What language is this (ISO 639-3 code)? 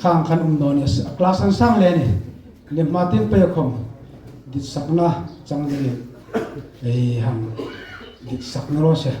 hmr